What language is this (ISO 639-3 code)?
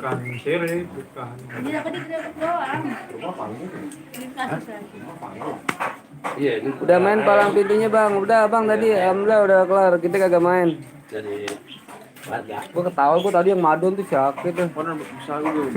bew